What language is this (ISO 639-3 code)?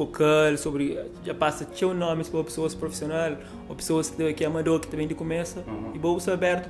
kea